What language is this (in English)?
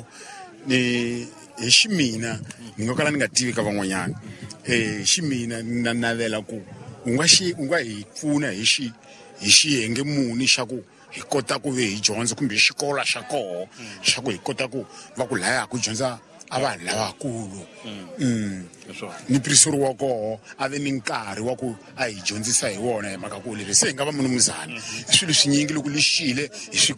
Tsonga